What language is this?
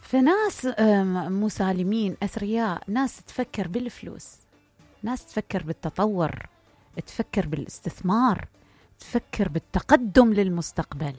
Mesopotamian Arabic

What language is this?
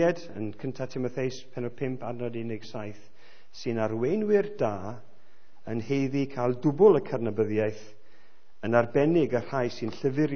Welsh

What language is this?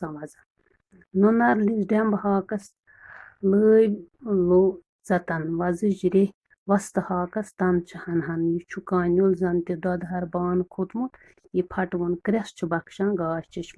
Kashmiri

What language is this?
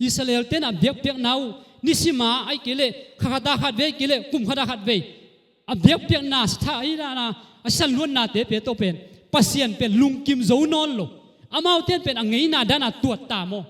Tedim Chin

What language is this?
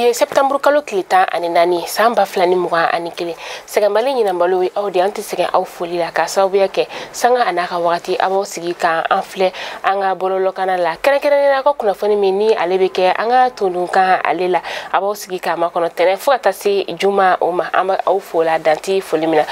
Bambara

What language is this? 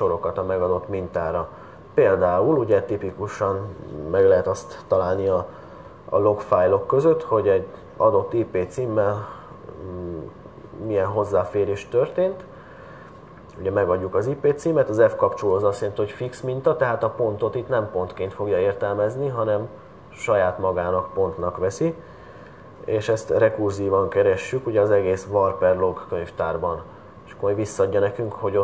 Hungarian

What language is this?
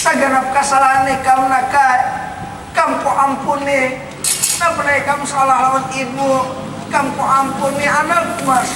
Banjar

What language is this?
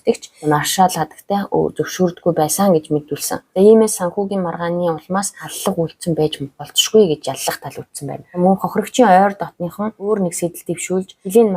Mongolian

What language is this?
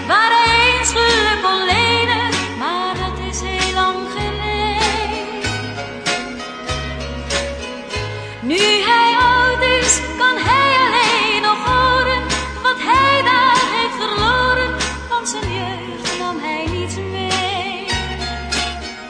Dutch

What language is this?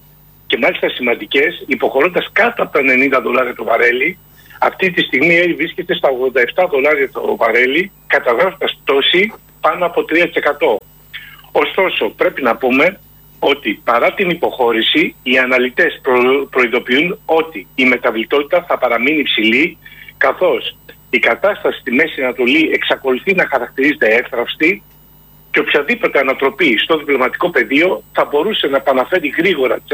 Greek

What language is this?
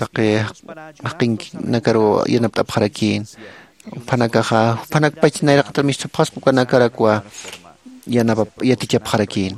Aymara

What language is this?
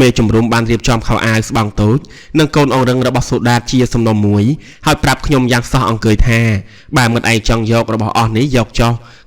Khmer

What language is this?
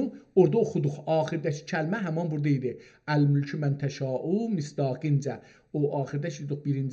South Azerbaijani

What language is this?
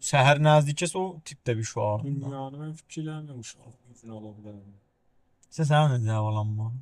South Azerbaijani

